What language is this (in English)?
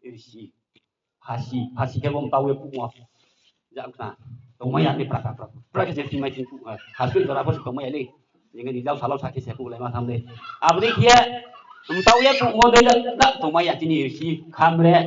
Riang (India)